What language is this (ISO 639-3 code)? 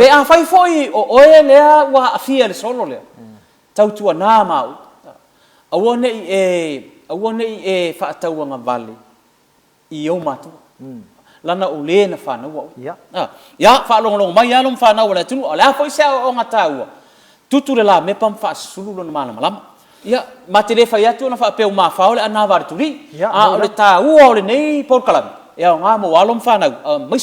smo